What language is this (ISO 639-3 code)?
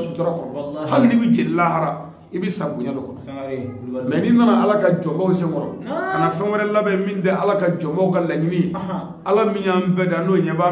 bam